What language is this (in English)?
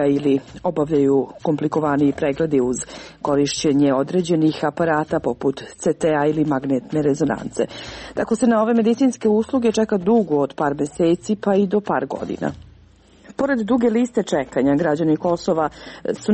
Serbian